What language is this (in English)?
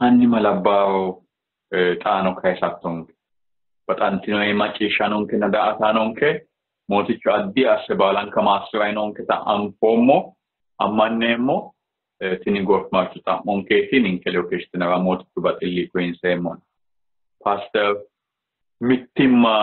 Sidamo